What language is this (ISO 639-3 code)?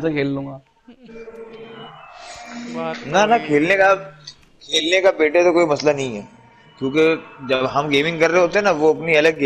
hin